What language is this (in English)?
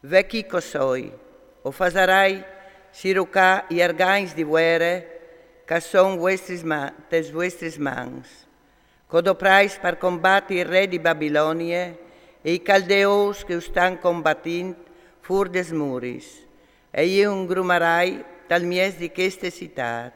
Friulian